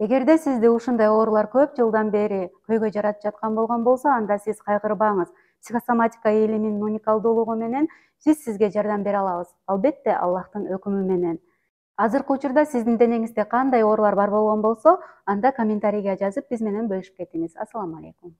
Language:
Kyrgyz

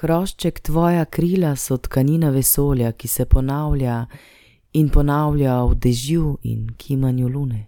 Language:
Slovenian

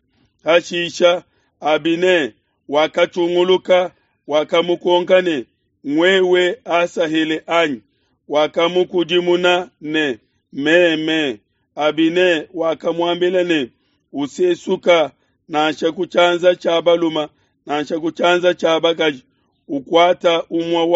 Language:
Luba-Lulua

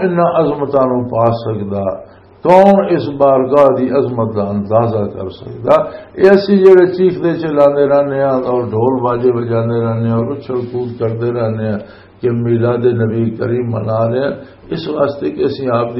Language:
Western Panjabi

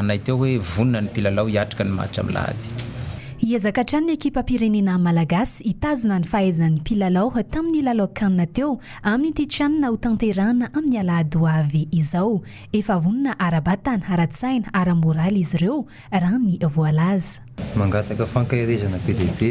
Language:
Malagasy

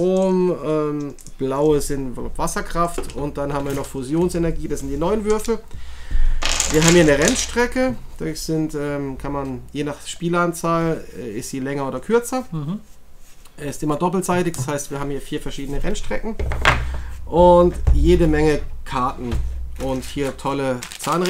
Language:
German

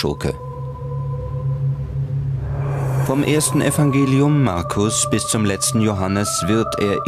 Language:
German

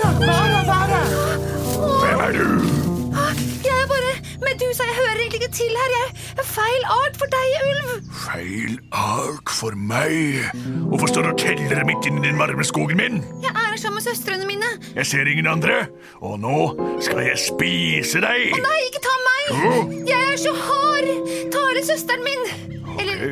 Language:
Norwegian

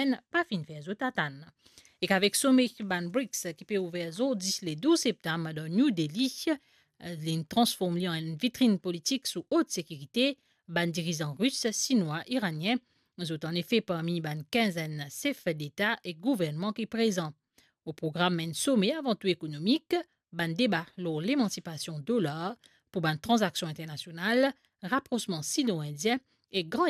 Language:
Morisyen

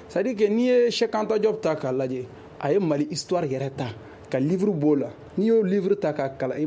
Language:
Bambara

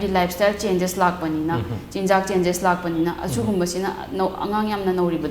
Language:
Manipuri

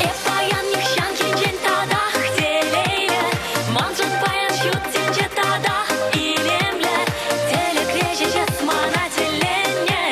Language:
Chuvash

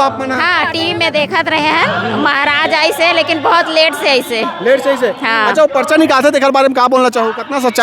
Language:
Chhattisgarhi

